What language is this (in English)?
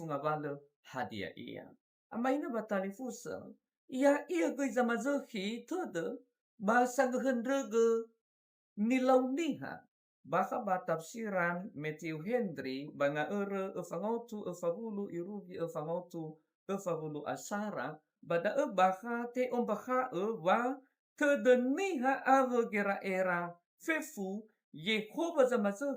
Nias